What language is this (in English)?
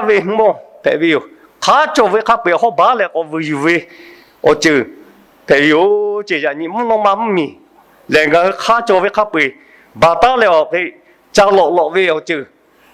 Lahu